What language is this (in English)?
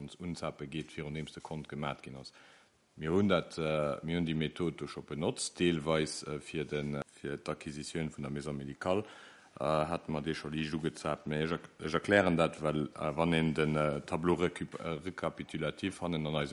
Luxembourgish